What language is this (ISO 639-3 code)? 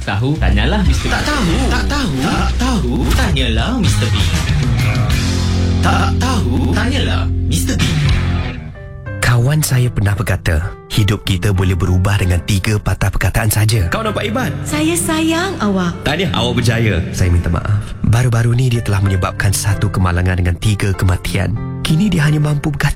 msa